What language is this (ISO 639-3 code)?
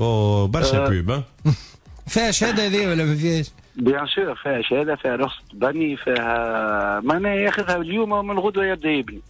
aeb